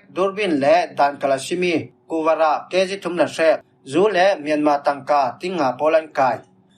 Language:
Falam Chin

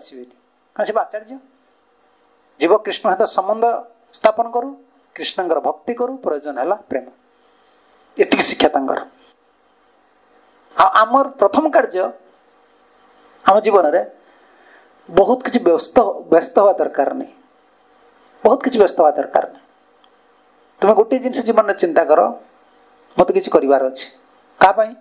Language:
Odia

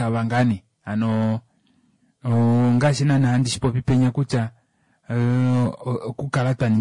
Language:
Kuanyama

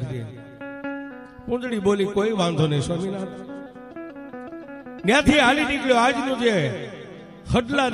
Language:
Gujarati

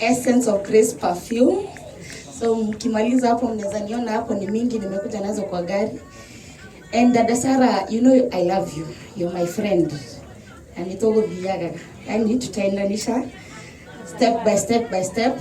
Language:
Kikuyu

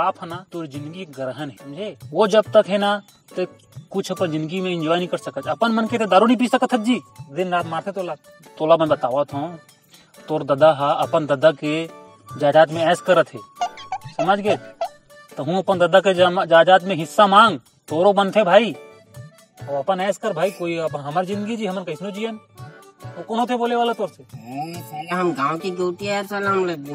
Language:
Chhattisgarhi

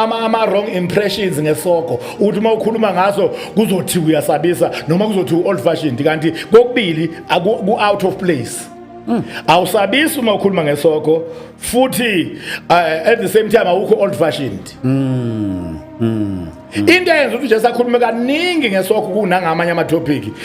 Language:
Zulu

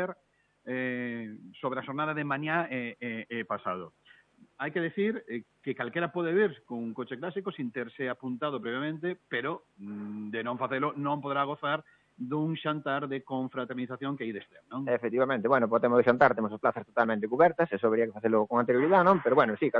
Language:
Galician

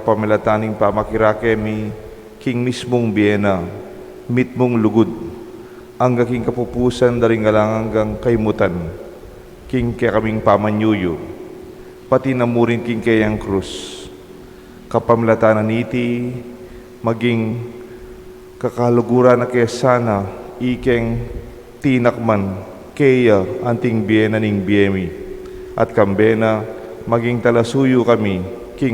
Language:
Pampanga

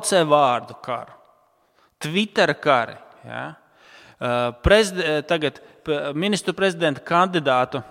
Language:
Latvian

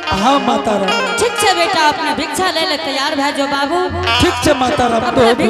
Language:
Angika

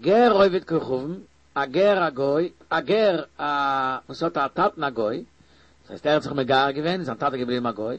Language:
Yiddish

